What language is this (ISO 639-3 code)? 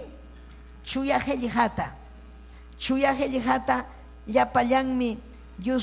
quy